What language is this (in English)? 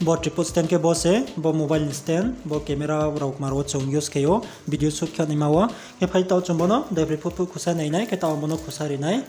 Riang (India)